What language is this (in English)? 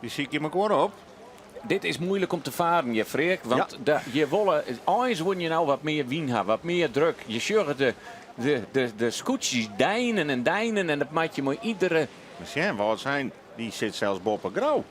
Western Frisian